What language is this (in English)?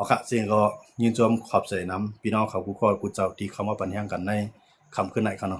Shan